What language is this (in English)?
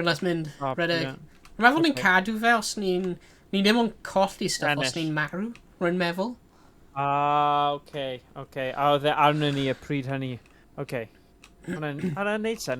Welsh